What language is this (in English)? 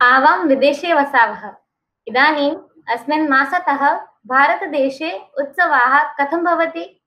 Sanskrit